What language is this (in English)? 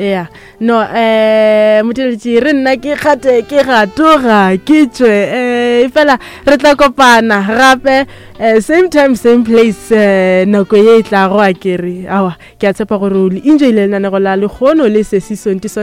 Northern Sotho